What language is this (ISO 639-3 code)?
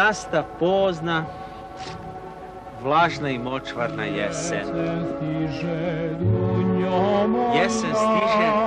srp